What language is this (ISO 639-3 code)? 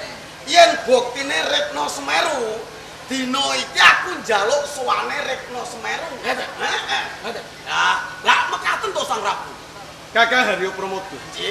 jav